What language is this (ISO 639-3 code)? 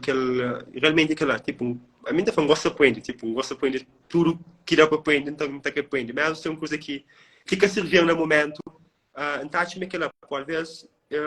kea